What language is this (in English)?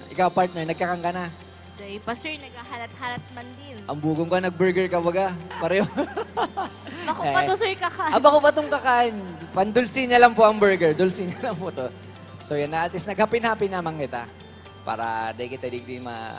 Bikol